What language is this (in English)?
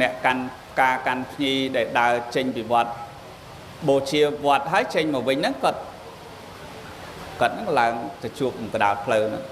Khmer